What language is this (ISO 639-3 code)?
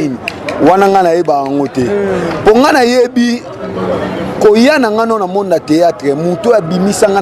lin